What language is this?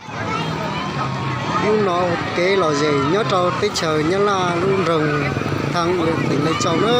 Hmong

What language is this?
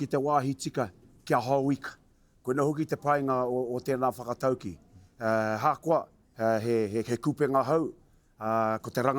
Māori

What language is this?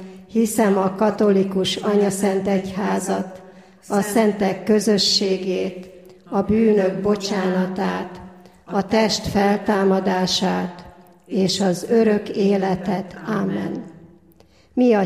Hungarian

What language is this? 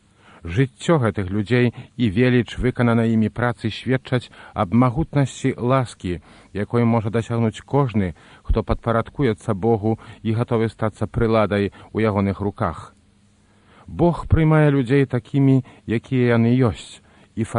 Belarusian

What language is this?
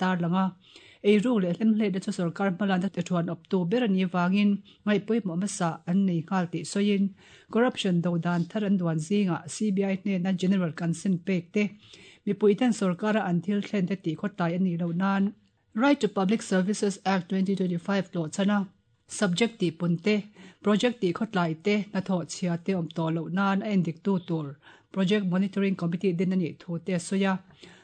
Mizo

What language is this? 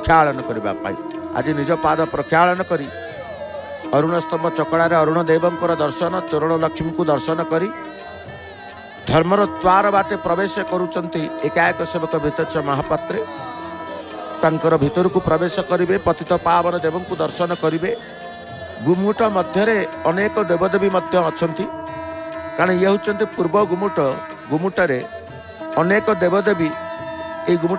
Odia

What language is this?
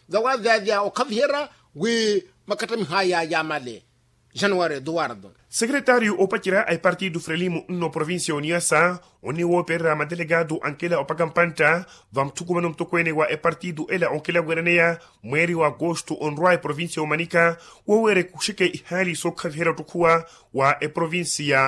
Makhuwa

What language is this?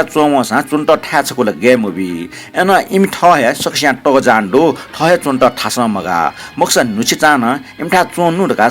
Newari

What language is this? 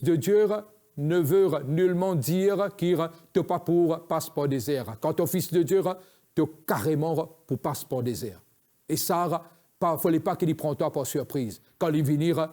Morisyen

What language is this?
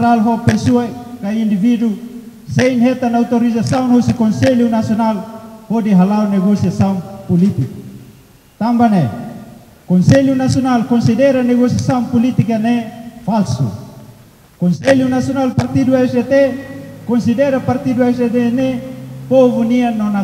Tetum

